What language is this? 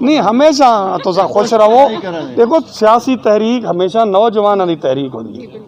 Saraiki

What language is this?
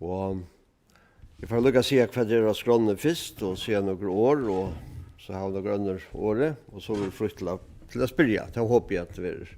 Faroese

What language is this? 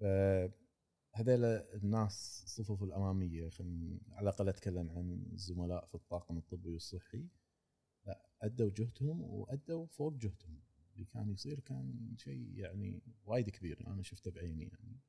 Gulf Arabic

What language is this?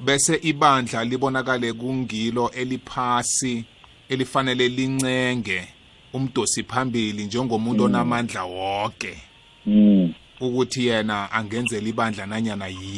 South Ndebele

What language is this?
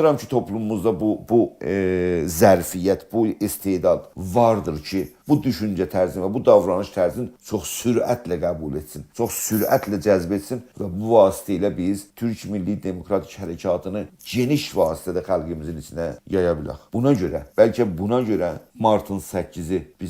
South Azerbaijani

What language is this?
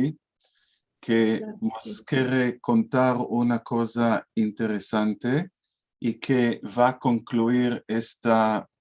Ladino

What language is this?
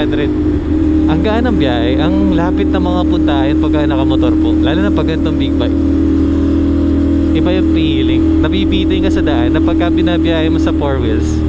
Filipino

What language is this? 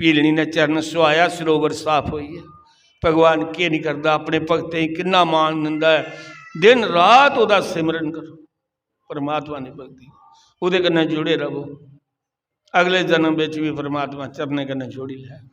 Dogri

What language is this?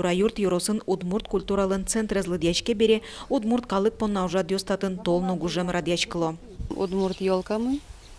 Udmurt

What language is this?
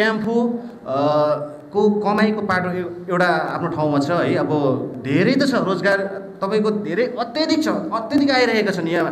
Nepali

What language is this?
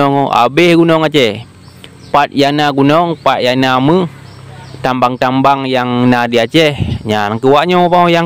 Achinese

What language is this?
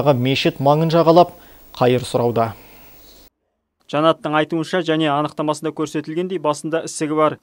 Kazakh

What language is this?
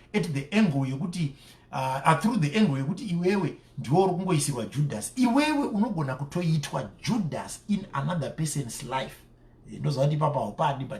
Shona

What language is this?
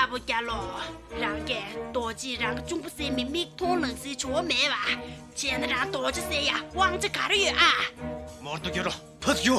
Tibetan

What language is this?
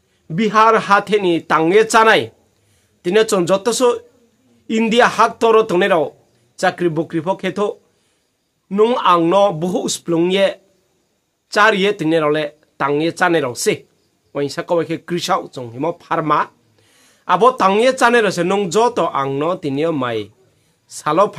Riang (India)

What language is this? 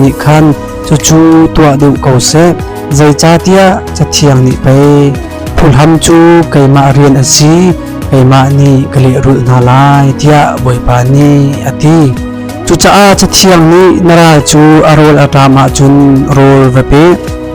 Hakha Chin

